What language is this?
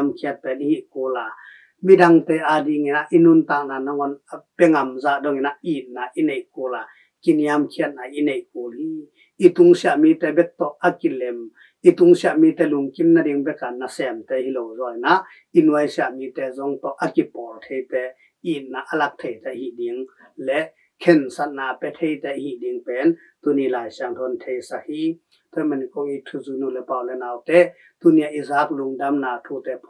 Tedim Chin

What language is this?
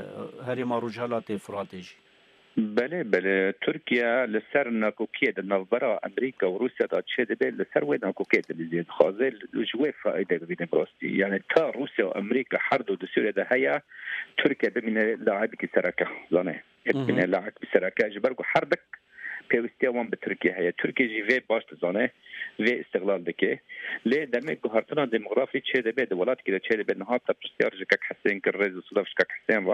Kurdish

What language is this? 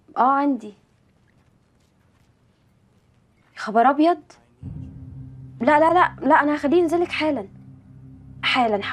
Egyptian Arabic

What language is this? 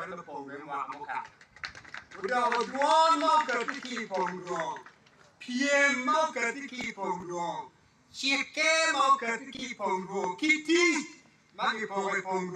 Acoli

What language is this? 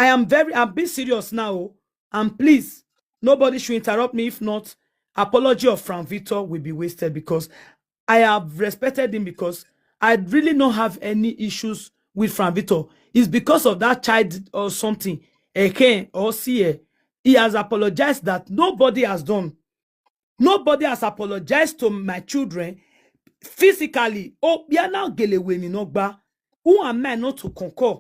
Nigerian Pidgin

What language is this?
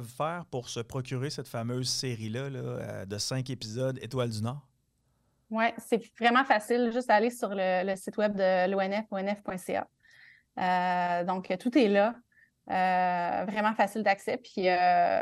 French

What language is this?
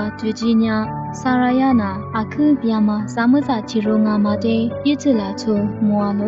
Lisu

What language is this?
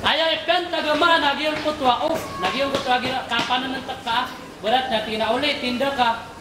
Maranao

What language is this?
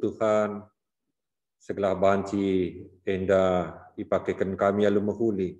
Batak Karo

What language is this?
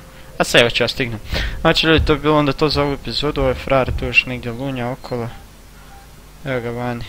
Croatian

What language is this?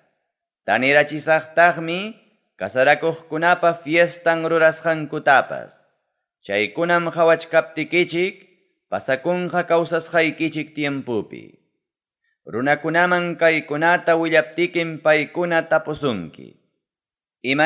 Ayacucho Quechua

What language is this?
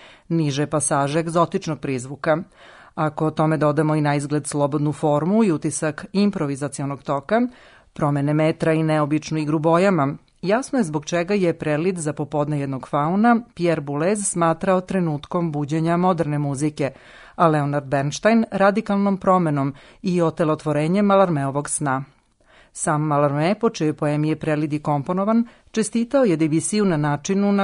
Serbian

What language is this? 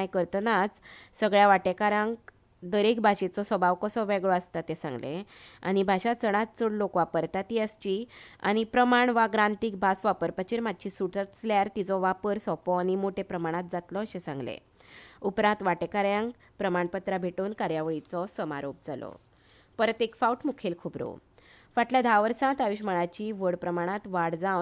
Konkani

